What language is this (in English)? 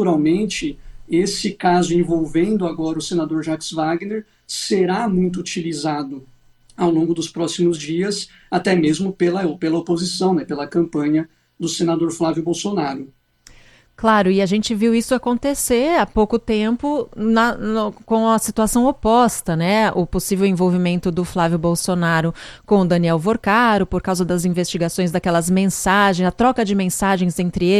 Portuguese